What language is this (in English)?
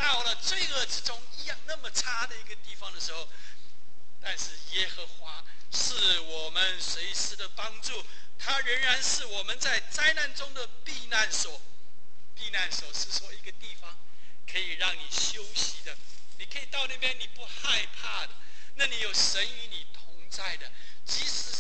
Chinese